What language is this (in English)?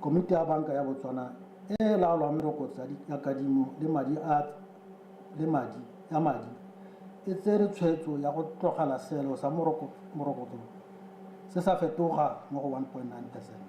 Tswana